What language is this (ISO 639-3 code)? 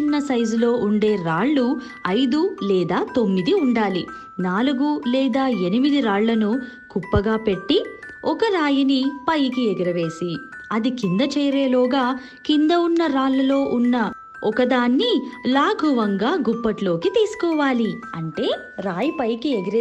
tel